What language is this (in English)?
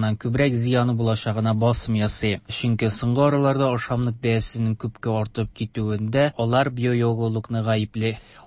Tatar